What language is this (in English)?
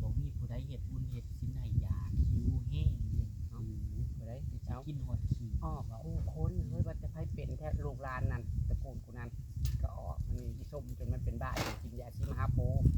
Northeastern Thai